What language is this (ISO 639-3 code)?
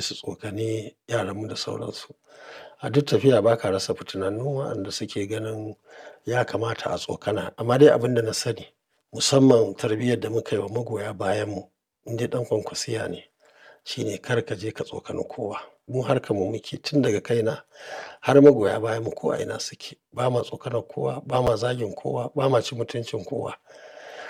hau